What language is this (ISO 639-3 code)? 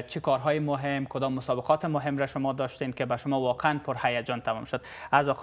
fas